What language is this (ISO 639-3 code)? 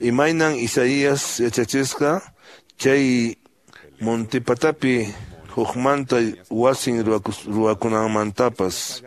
que